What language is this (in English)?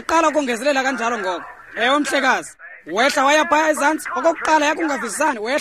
Xhosa